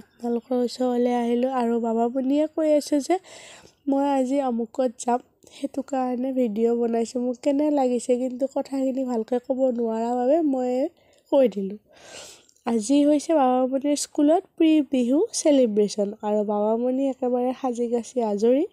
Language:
Assamese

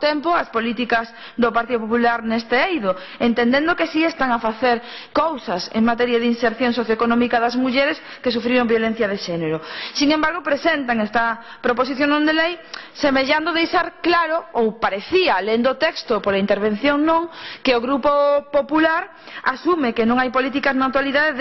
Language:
Galician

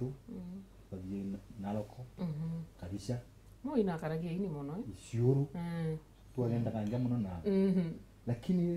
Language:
Meru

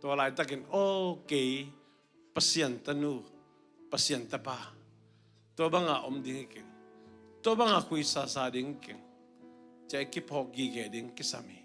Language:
Tedim Chin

